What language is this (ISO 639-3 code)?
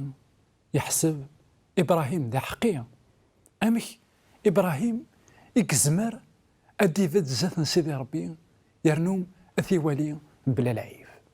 kab